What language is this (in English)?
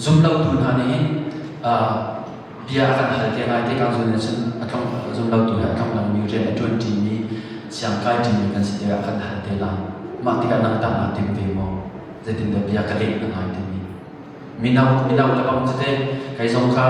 Hakha Chin